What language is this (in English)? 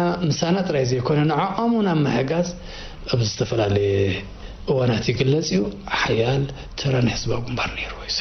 Tigrinya